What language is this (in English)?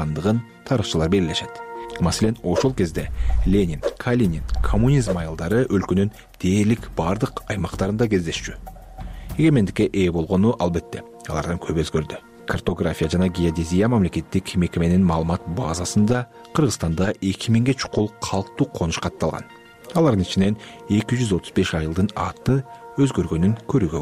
Kyrgyz